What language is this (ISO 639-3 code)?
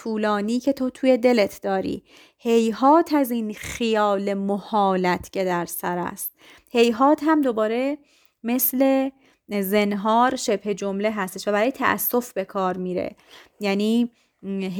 fas